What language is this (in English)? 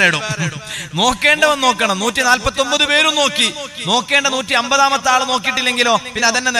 Malayalam